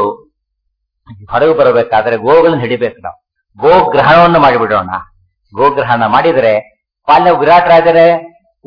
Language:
Kannada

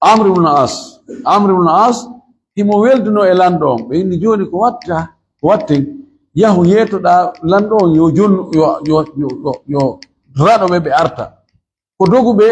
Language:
Fula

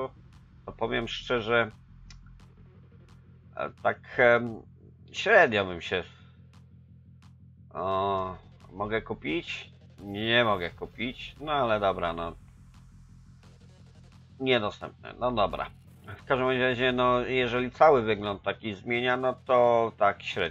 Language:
Polish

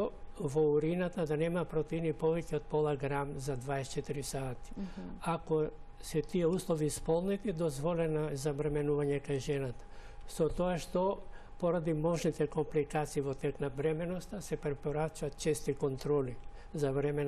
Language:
Macedonian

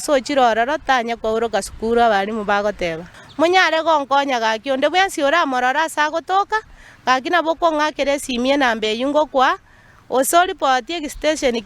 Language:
Gusii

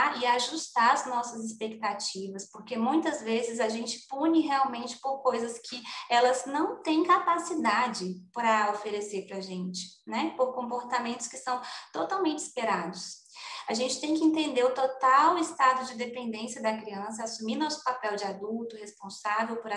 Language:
Portuguese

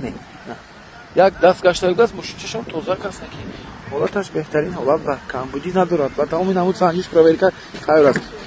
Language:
Tajik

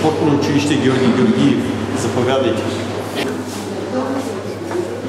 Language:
Bulgarian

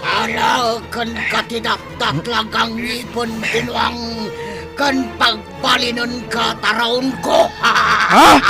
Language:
Iloko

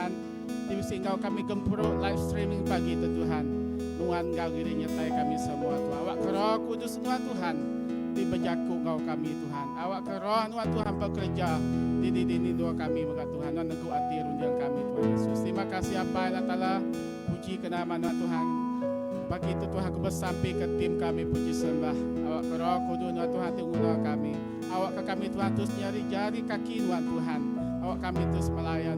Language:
Iban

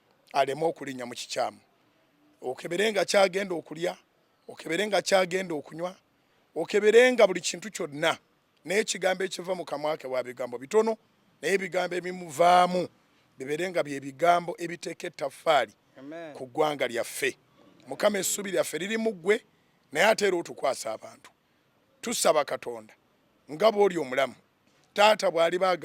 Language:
Ganda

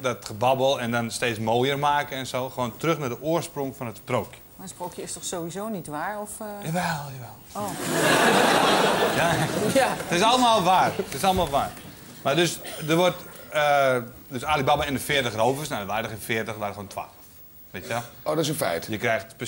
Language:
Dutch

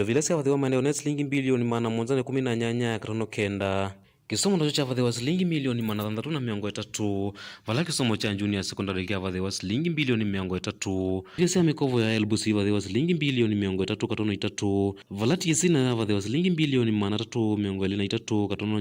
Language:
Kamba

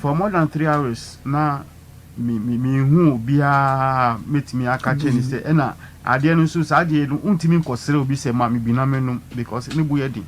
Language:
Akan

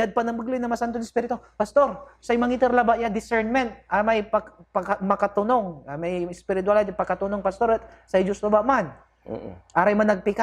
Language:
Pangasinan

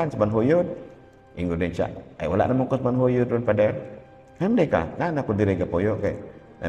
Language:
Cebuano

